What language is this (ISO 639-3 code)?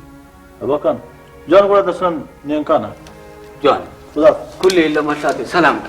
brh